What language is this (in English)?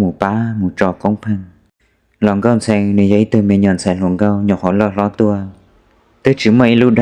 Hmong